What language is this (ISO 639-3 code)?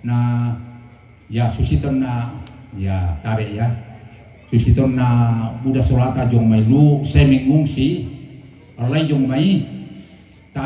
sda